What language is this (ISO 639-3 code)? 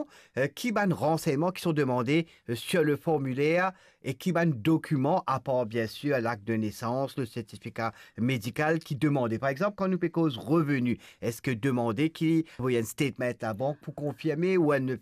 mfe